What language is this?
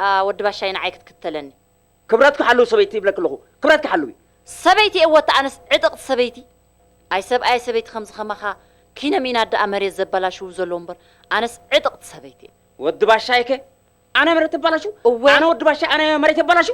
Tigrinya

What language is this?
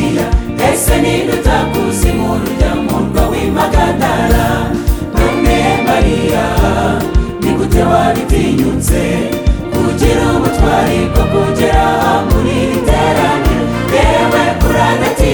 Kinyarwanda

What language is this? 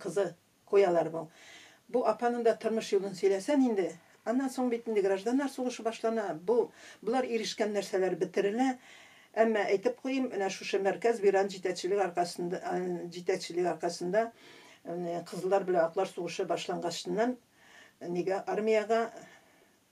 Tatar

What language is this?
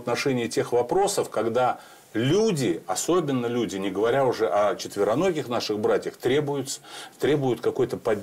Russian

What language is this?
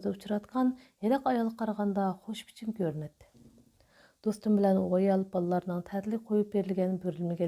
Uyghur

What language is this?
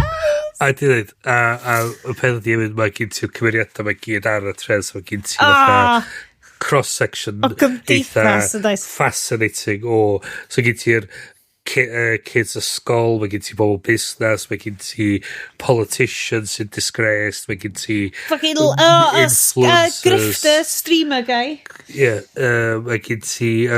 Welsh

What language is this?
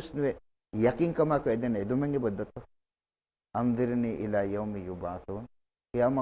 Divehi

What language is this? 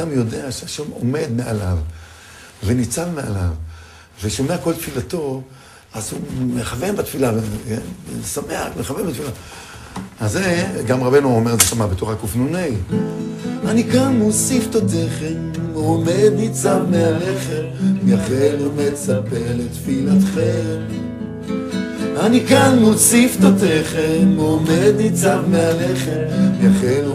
Hebrew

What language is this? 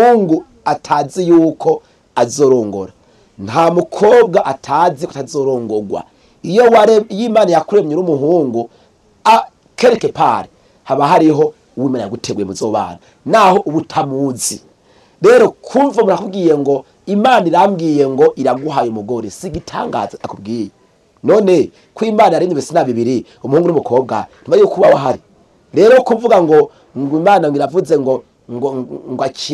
Rundi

